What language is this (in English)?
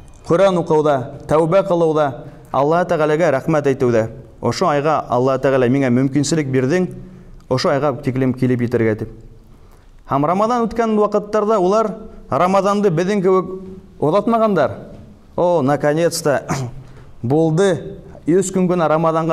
Bashkir